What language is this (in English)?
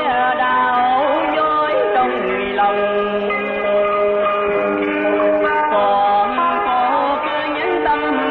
Vietnamese